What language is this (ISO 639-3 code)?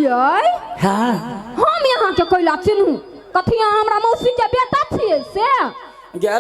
mai